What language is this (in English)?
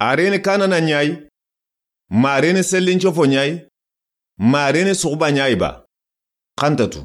Soninke